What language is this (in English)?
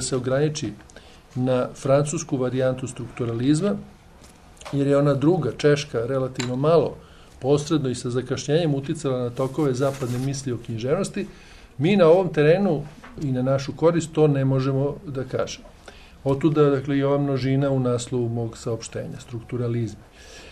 Serbian